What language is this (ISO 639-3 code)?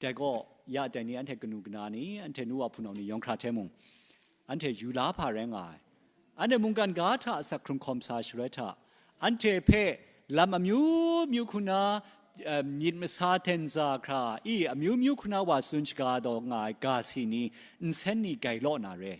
kac